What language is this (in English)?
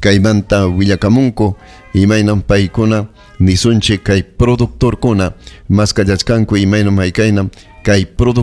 Ayacucho Quechua